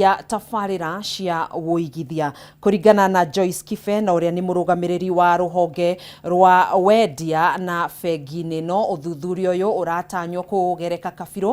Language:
Kikuyu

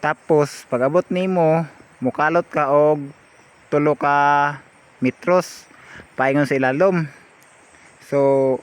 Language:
Cebuano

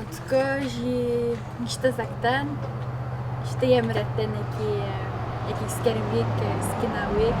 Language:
Atikamekw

